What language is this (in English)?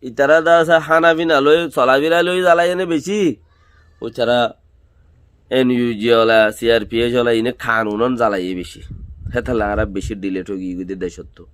Rohingya